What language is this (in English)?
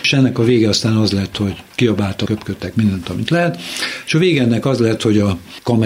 Hungarian